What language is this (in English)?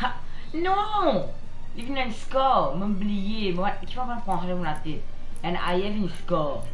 Morisyen